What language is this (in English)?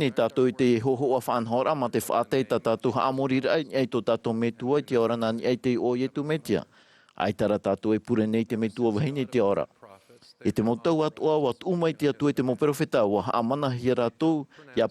Tahitian